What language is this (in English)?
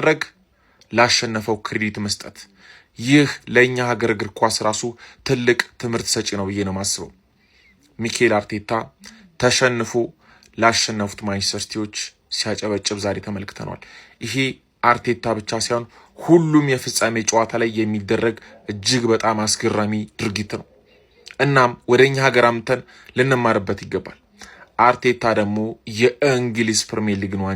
Amharic